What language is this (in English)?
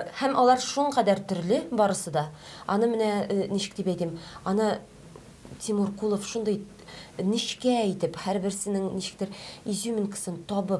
Tatar